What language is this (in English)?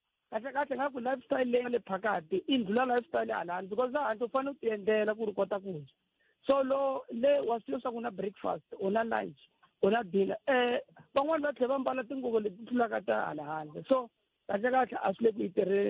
Tsonga